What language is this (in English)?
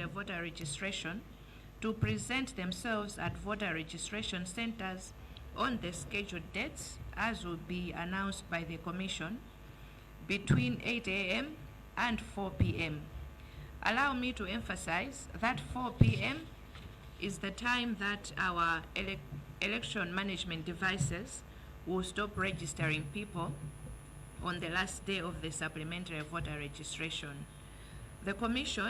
Nyanja